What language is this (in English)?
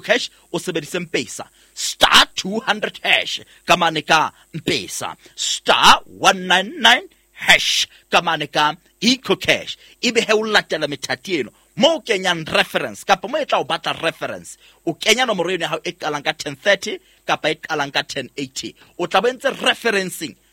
Southern Sotho